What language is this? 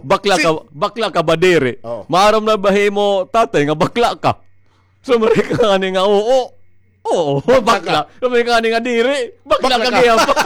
Waray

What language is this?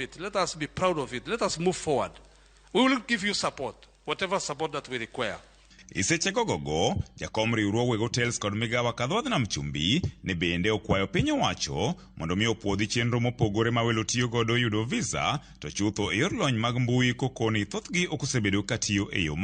Luo (Kenya and Tanzania)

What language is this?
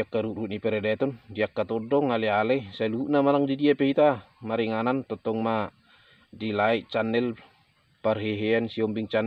Batak Toba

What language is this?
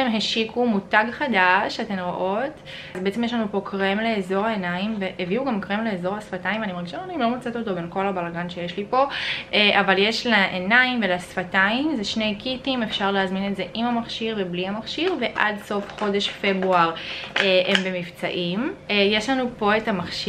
Hebrew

